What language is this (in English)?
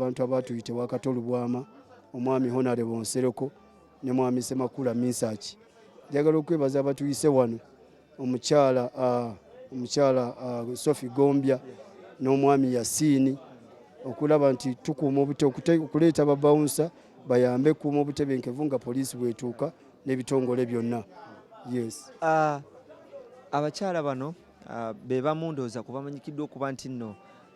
Ganda